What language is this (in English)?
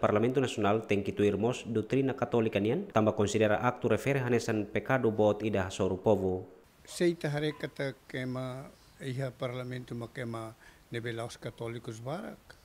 Tetum